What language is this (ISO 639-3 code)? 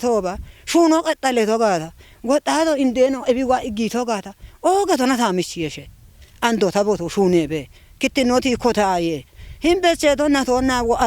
kbr